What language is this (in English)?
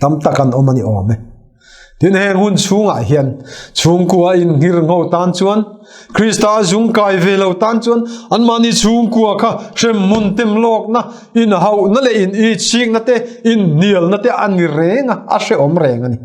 Mizo